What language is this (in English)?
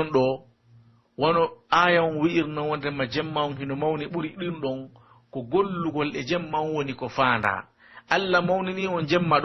Pular